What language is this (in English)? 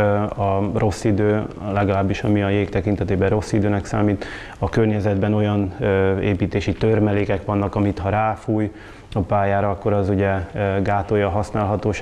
Hungarian